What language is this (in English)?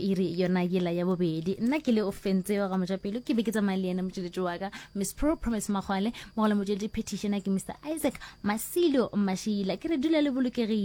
Northern Sotho